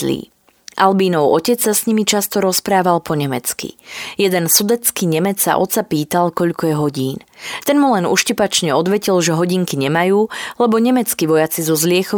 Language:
Slovak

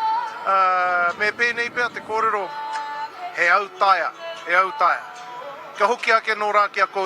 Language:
Māori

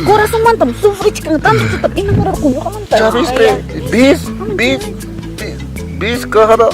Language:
Quechua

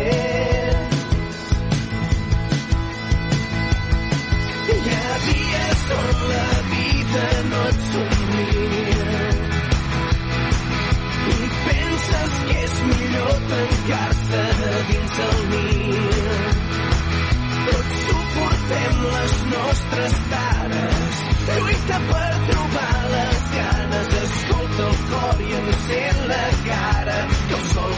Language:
Catalan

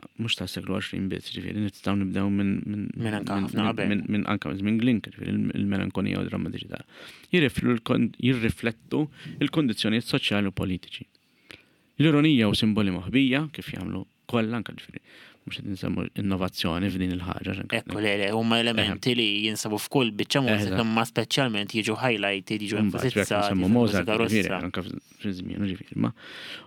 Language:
Maltese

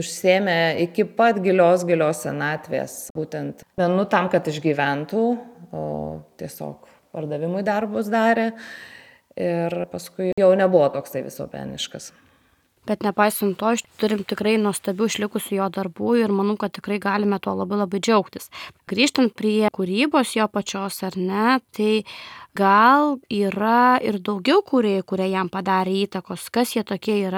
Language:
Lithuanian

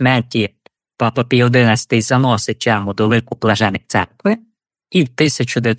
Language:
Ukrainian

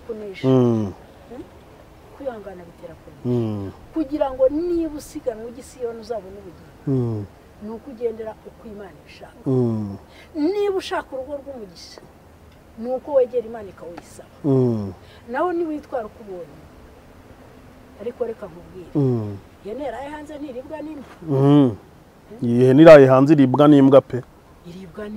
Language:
Kinyarwanda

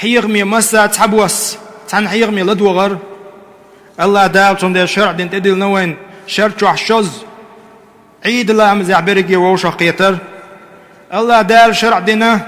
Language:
Chechen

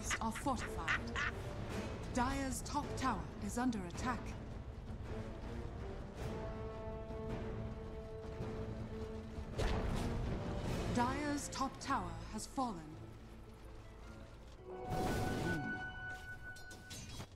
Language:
English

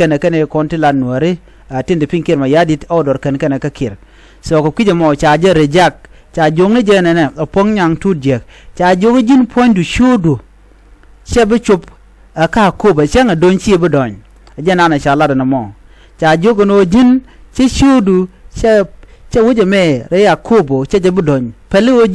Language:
Nuer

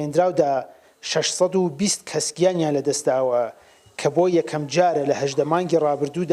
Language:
Central Kurdish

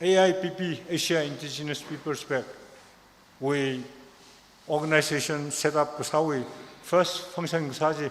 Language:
Tangkhul Naga (India)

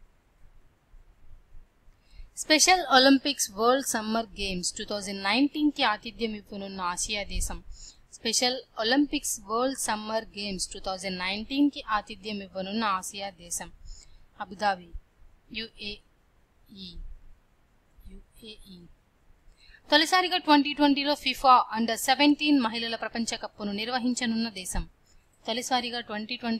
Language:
Telugu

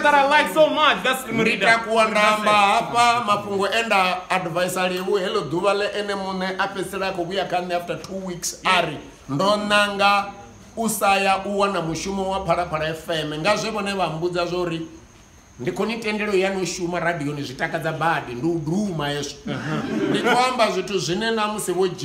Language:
Venda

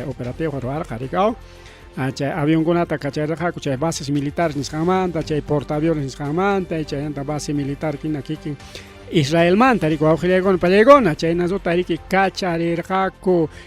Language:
Ayacucho Quechua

